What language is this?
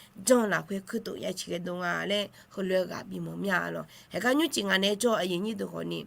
Akha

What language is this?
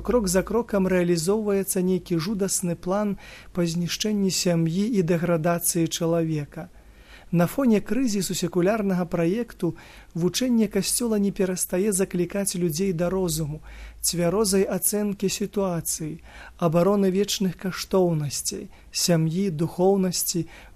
Belarusian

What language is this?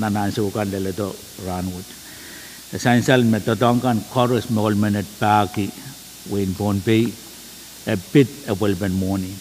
Pohnpeian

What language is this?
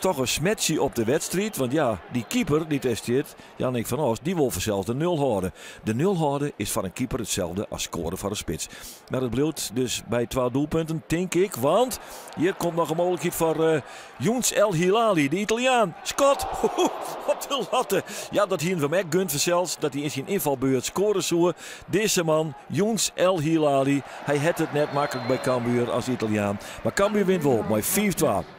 Western Frisian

